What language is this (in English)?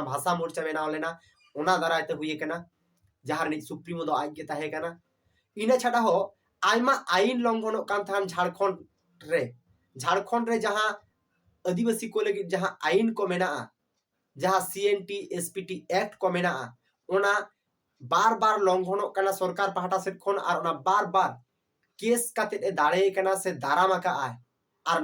Santali